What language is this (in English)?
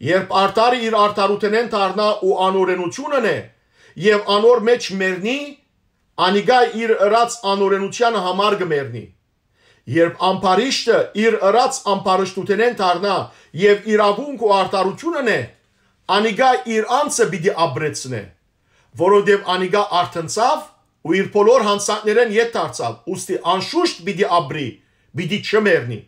Western Armenian